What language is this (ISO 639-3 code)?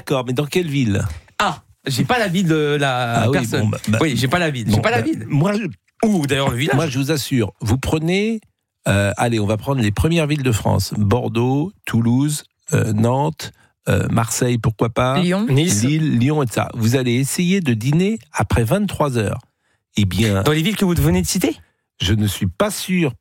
fra